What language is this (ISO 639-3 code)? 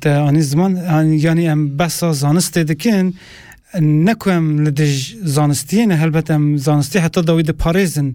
kur